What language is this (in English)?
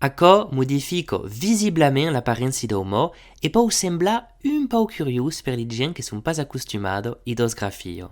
Occitan